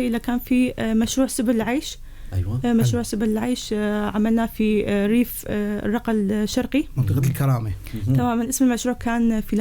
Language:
North Levantine Arabic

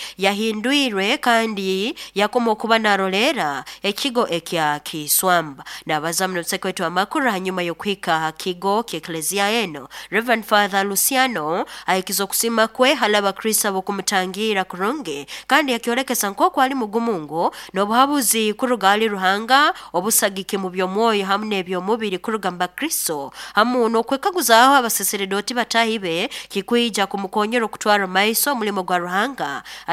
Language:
Nyankole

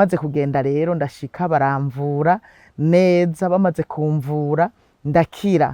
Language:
Rundi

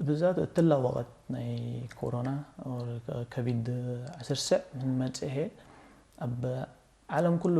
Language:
Tigre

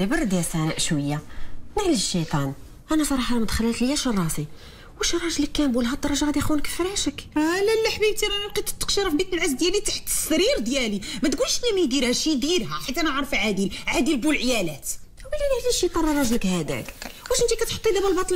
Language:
Moroccan Arabic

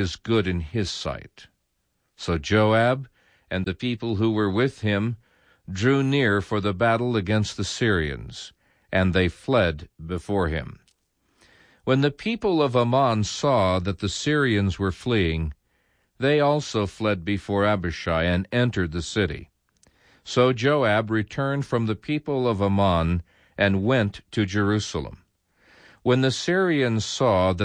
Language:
English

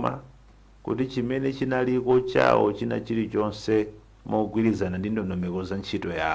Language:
Nyanja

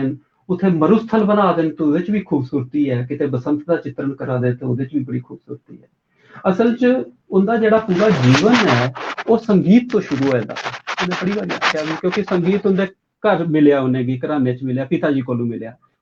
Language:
Dogri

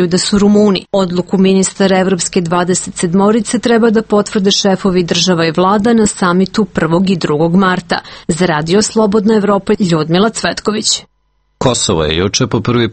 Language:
Serbian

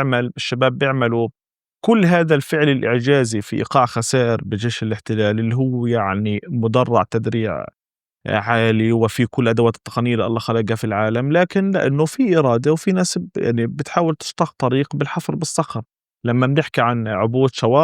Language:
North Levantine Arabic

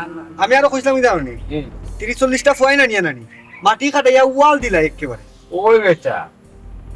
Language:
Sylheti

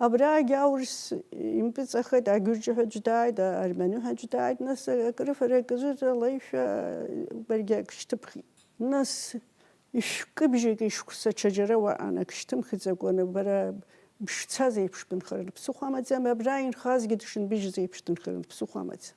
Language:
Abkhazian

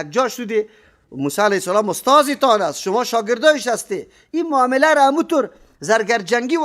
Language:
Persian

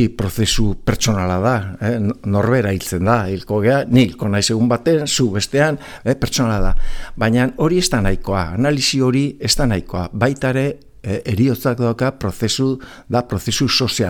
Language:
Basque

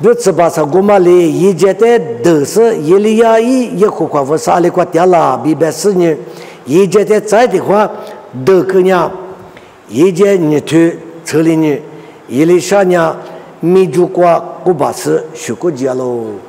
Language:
Lisu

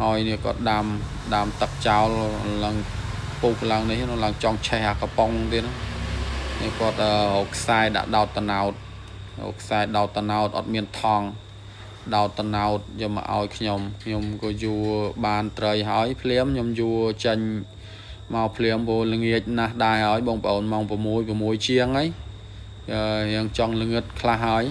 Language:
Khmer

